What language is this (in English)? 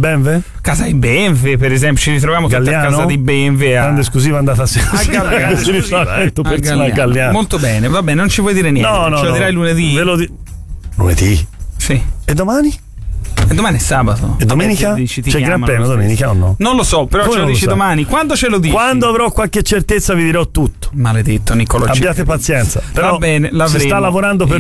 Italian